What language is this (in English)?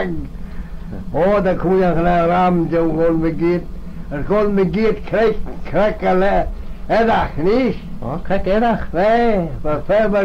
Manx